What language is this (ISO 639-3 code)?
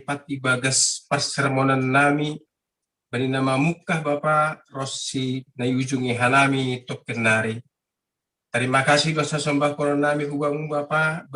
bts